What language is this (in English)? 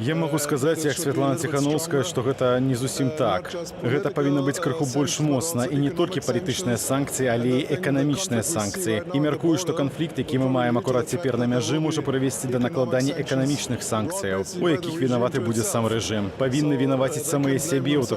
Belarusian